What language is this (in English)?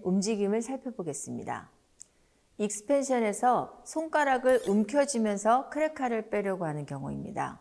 Korean